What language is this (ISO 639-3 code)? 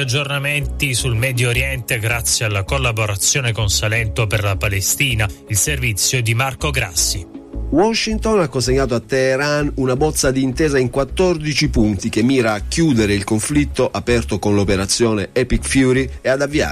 ita